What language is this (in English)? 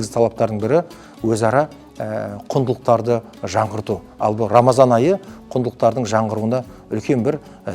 Kazakh